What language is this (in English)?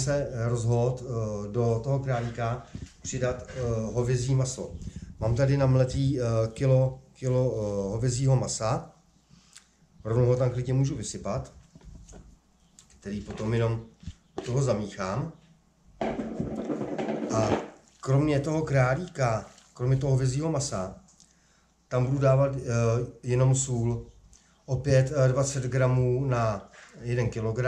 Czech